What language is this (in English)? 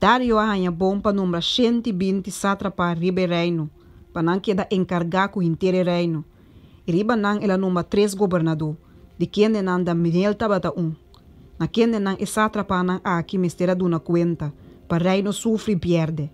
Papiamento